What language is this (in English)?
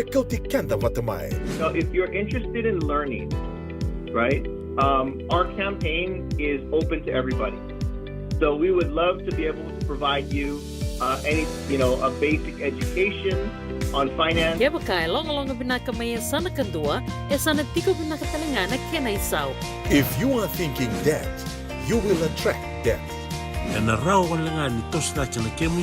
Fijian